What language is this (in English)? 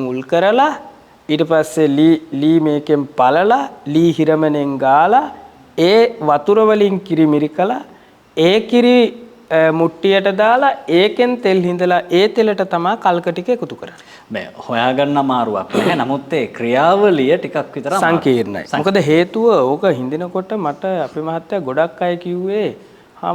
Sinhala